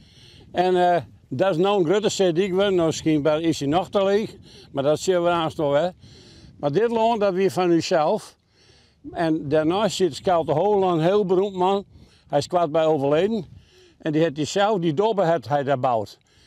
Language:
Western Frisian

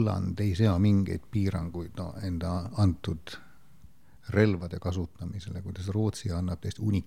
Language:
Estonian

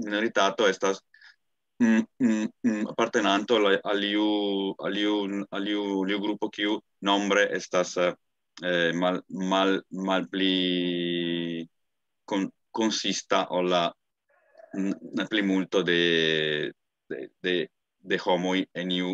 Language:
Esperanto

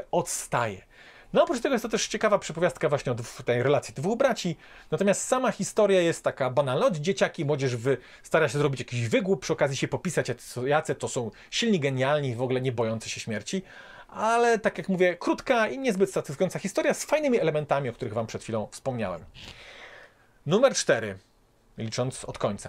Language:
Polish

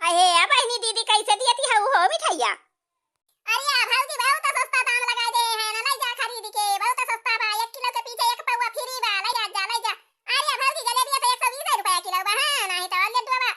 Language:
Awadhi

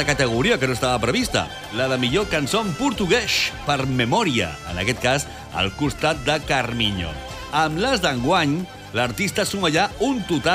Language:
Catalan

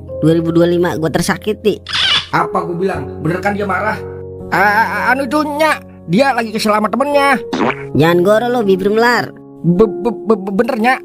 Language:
Betawi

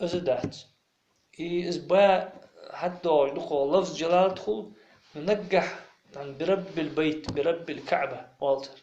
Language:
Ingush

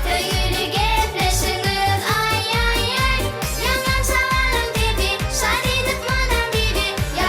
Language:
Turkmen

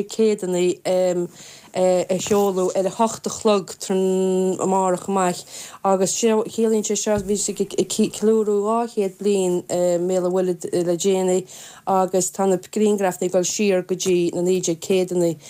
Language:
Irish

